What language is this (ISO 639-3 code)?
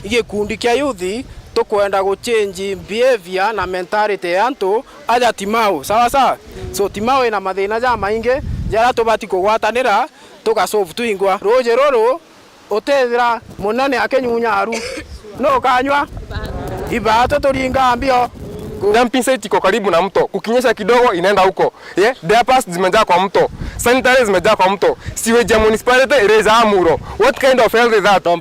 mer